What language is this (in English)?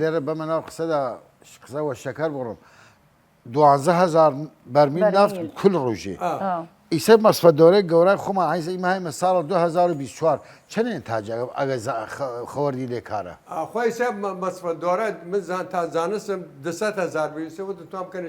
Southern Kurdish